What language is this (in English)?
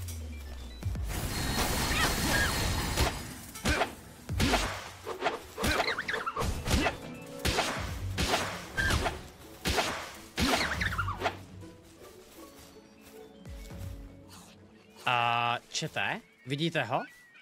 Czech